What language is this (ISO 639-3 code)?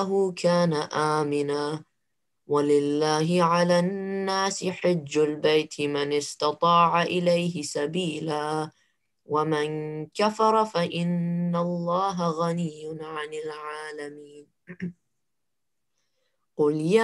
ara